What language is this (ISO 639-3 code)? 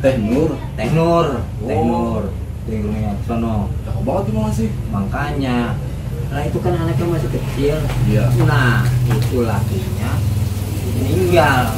bew